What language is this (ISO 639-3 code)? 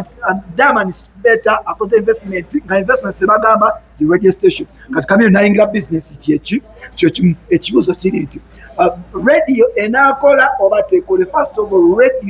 lug